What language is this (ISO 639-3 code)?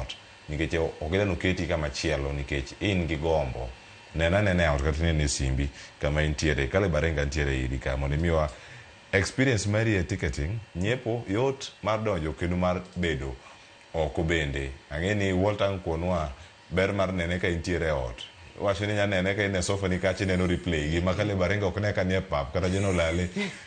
luo